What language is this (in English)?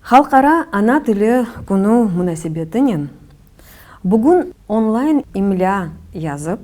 Crimean Tatar